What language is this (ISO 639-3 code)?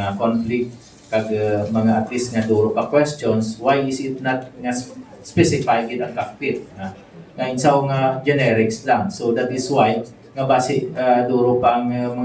hil